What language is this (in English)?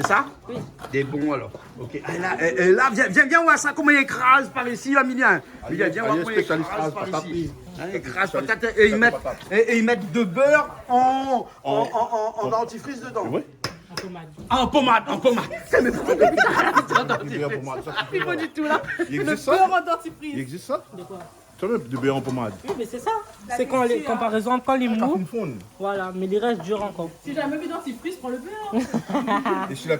Réunion Creole French